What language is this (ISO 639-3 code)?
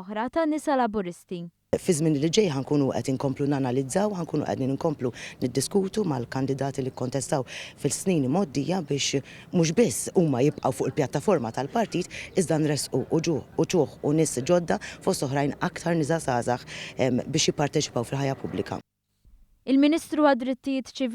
mlt